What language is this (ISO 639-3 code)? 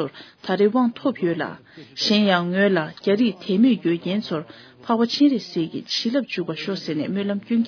bod